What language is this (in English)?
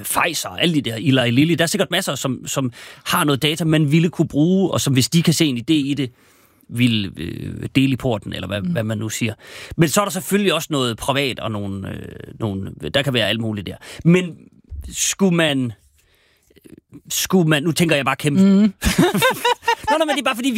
Danish